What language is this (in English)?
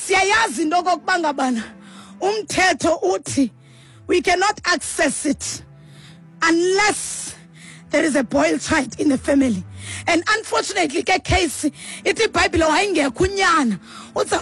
Xhosa